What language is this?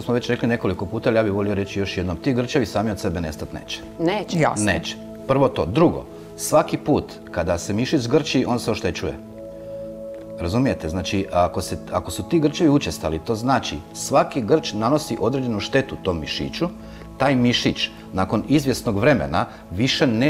Croatian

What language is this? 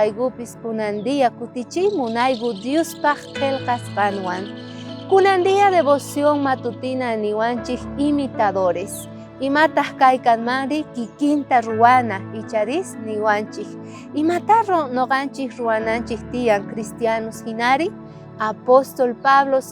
South Bolivian Quechua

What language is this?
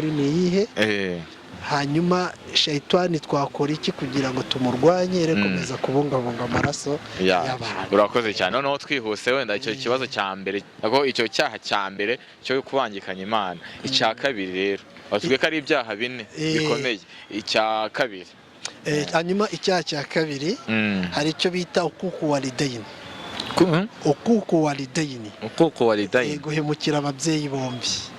Kinyarwanda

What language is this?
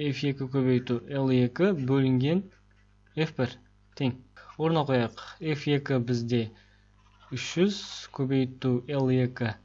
Kazakh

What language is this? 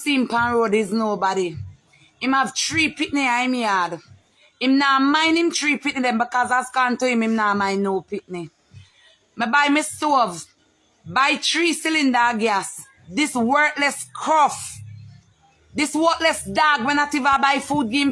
Jamaican Creole English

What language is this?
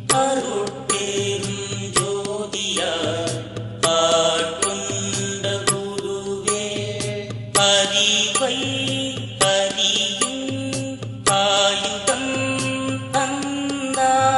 Tamil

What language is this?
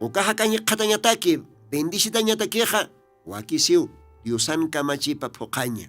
Aymara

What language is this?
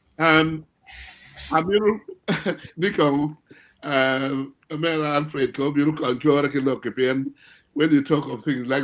Acoli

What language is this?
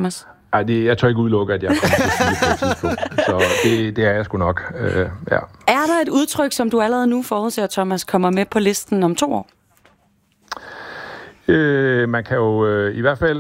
Danish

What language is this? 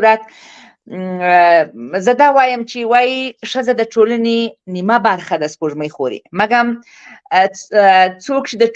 Pashto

